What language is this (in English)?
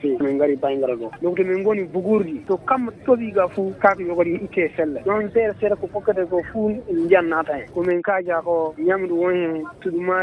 Fula